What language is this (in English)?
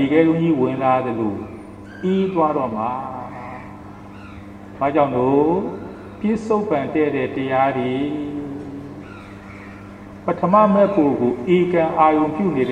Burmese